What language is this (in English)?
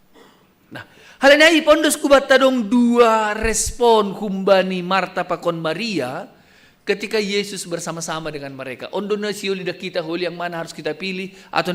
Batak Simalungun